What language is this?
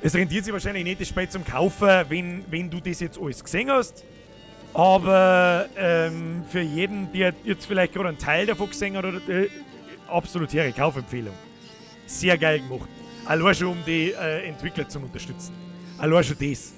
Bavarian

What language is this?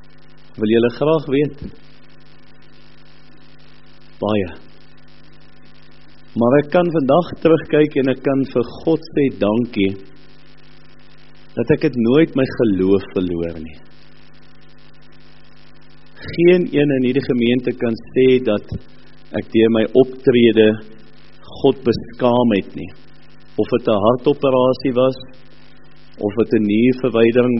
Afrikaans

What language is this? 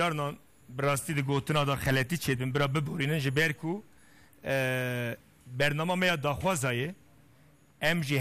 Kurdish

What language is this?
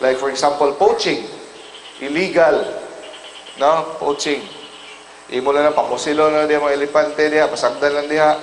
Cebuano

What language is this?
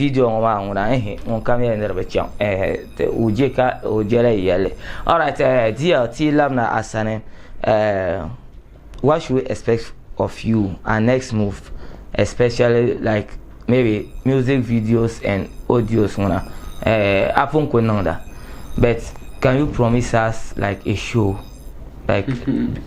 Dagbani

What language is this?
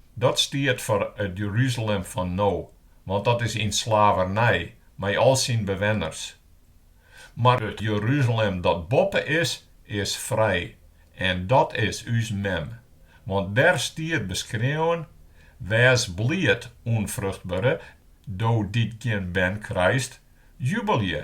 Western Frisian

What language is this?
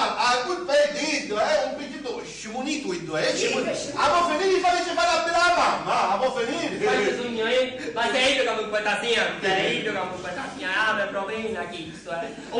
Sicilian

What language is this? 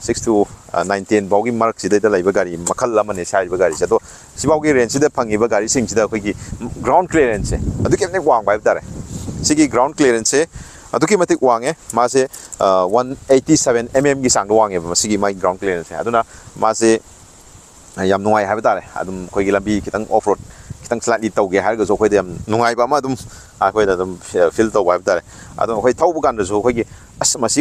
Manipuri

